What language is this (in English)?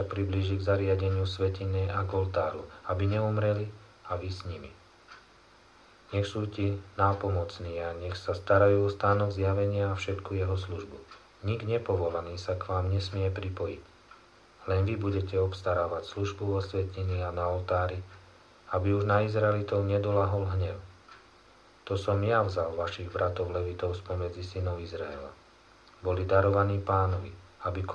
Slovak